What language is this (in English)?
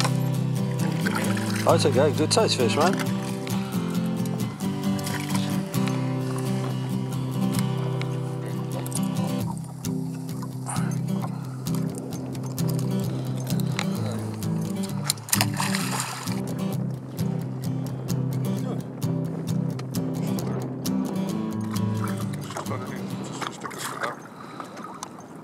English